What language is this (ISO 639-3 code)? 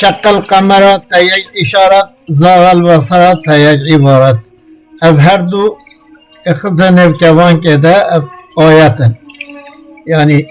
kur